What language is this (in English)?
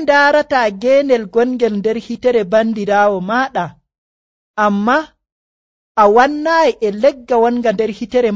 Nigerian Fulfulde